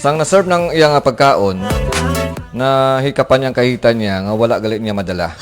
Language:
Hiligaynon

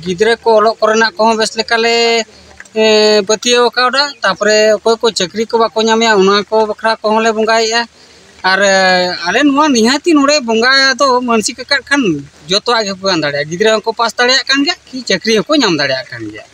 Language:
Santali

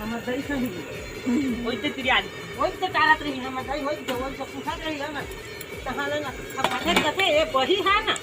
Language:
Chhattisgarhi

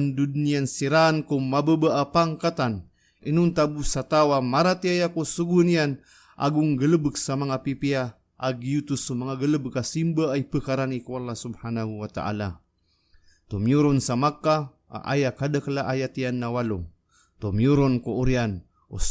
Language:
Maranao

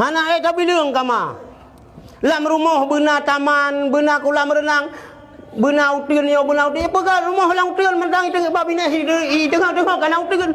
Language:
Achinese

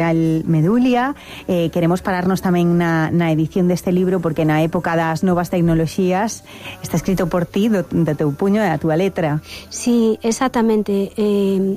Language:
Galician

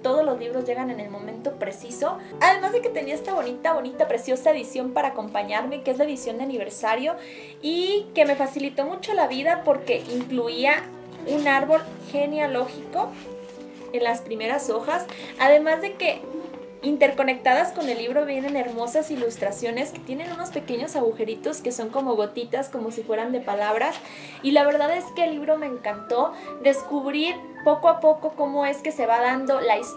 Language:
Spanish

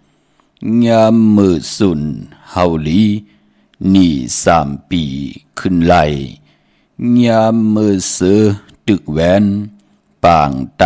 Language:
Shan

